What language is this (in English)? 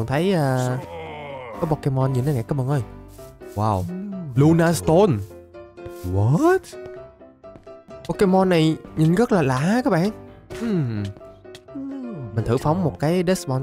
Vietnamese